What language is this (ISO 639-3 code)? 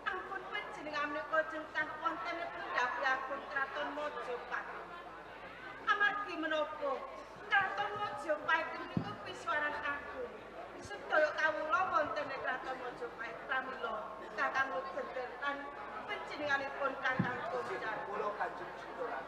jav